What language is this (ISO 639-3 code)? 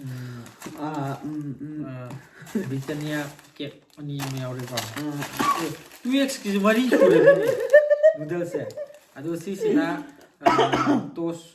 mni